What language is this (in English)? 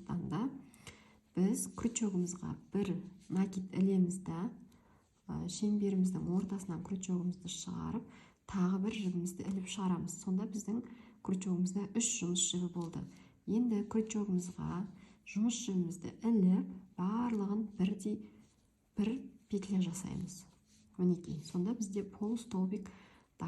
Kazakh